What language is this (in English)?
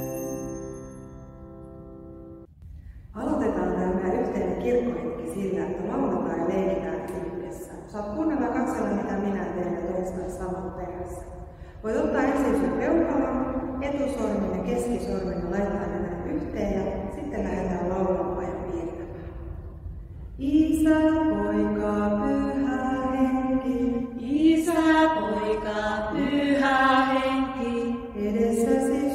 Finnish